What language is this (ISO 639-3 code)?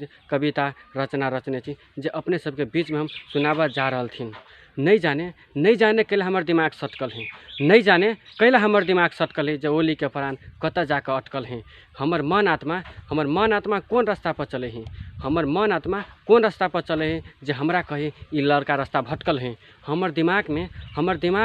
mag